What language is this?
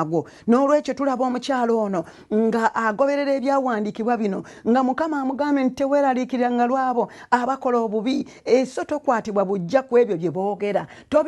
Ganda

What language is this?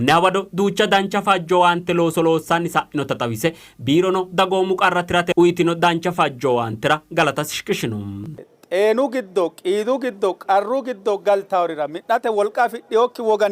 Sidamo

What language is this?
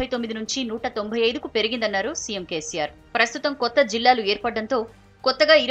Telugu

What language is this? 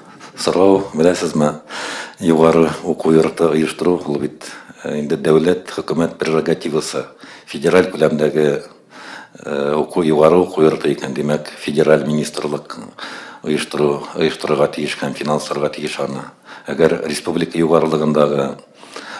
Tatar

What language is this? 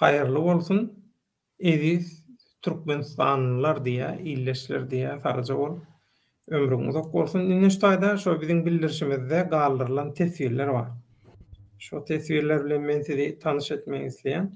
Turkmen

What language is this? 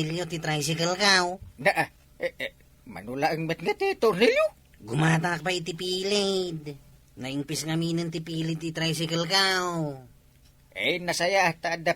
Iloko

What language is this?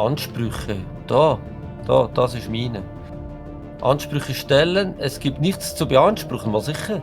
Swiss German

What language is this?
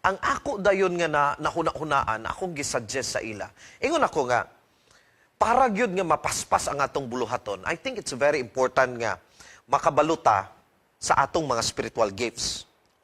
Cebuano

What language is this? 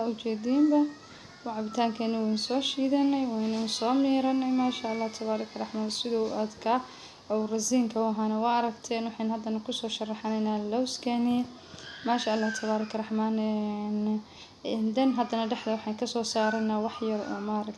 Somali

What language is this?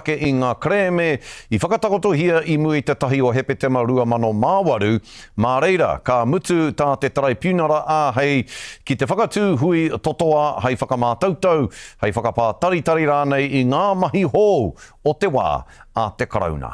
Māori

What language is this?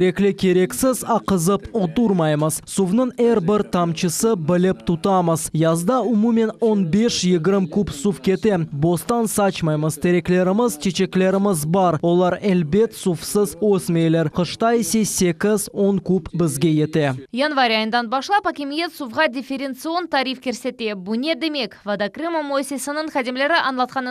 Crimean Tatar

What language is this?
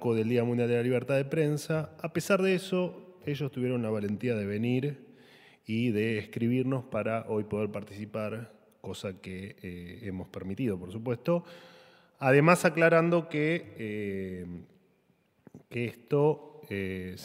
Spanish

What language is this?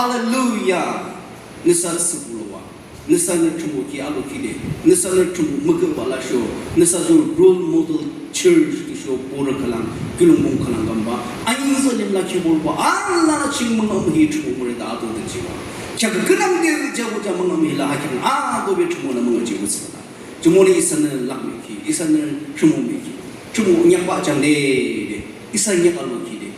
Naga Pidgin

